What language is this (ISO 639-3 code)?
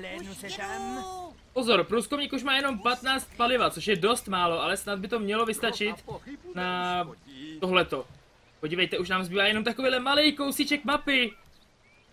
ces